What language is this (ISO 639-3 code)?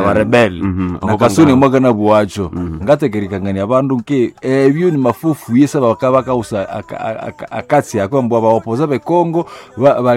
nnb